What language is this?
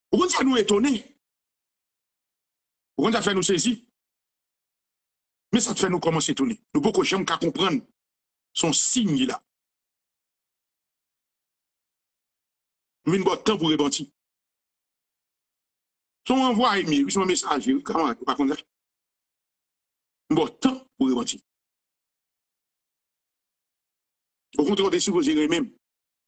French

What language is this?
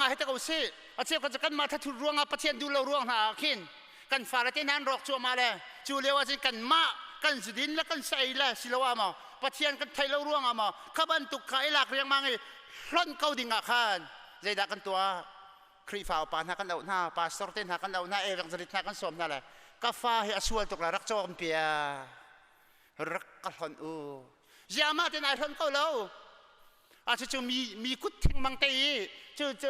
Hakha Chin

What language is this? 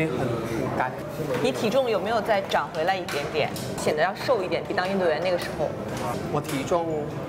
Chinese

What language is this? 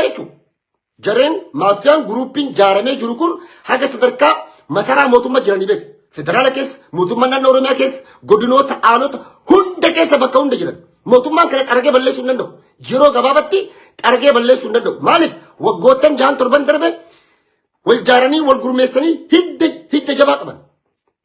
Oromo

